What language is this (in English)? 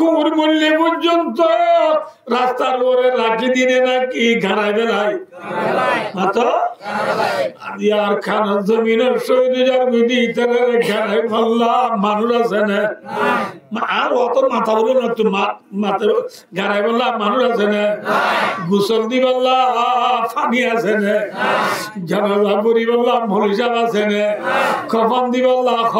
Rohingya